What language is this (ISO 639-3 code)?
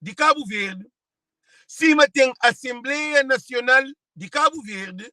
kea